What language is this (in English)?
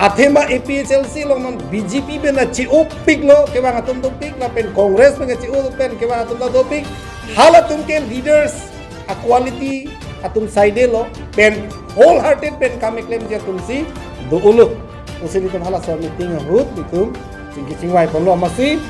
Karbi